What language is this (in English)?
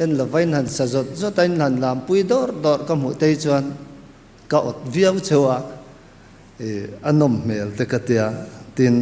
Mizo